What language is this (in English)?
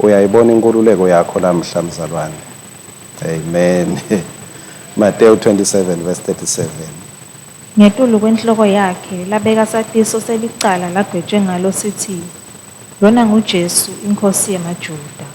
Swati